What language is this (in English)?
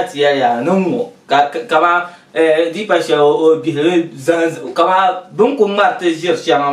Dagbani